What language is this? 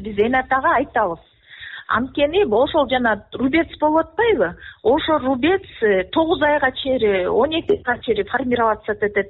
Kyrgyz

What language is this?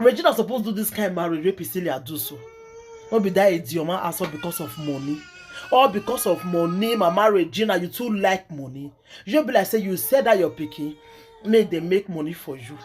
Nigerian Pidgin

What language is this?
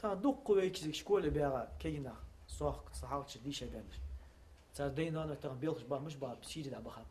Ingush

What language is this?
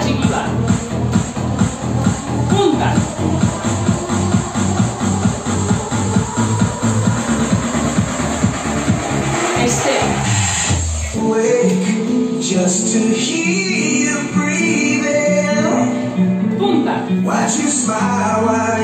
Basque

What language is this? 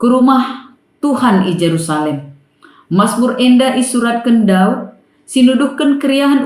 Batak Karo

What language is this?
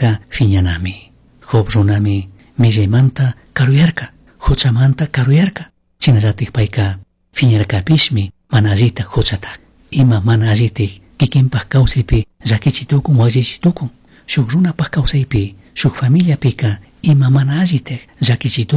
Chimborazo Highland Quichua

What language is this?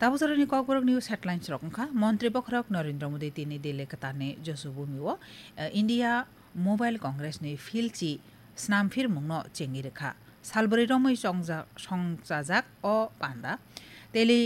Kok Borok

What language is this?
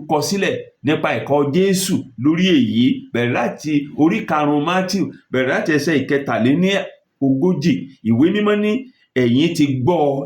Yoruba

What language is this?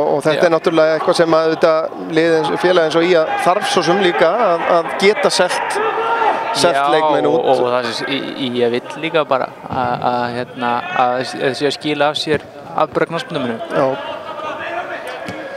Icelandic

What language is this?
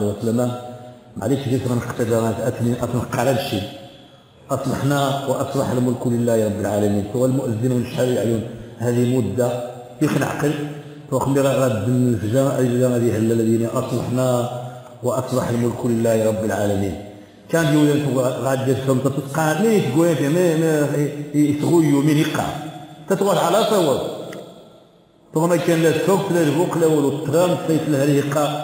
Moroccan Arabic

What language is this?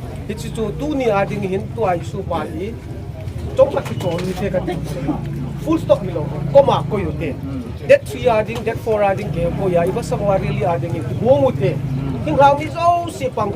Paite Chin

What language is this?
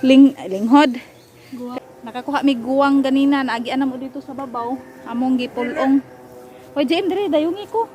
Cebuano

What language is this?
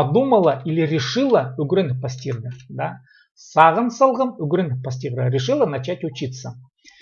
Khakas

